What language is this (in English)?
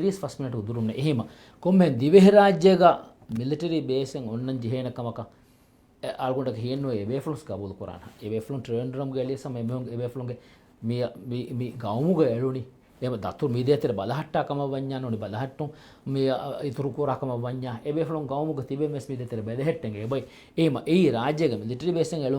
Divehi